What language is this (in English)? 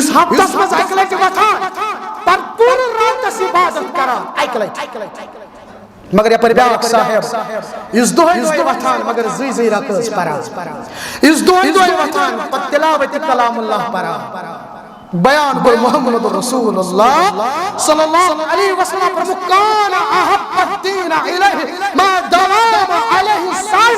Kashmiri